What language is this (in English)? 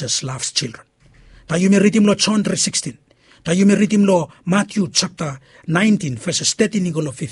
Bislama